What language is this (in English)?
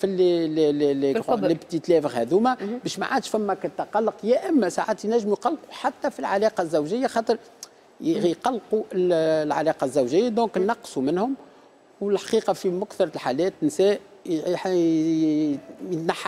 Tunisian Arabic